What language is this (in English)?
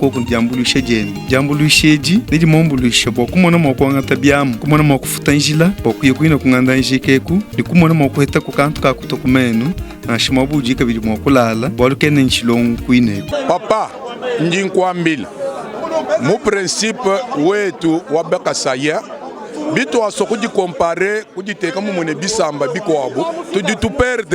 Luba-Lulua